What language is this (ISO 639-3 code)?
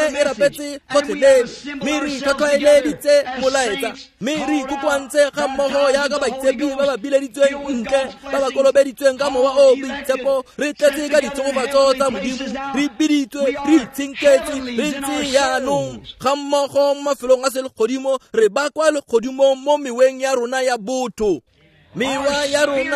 tsn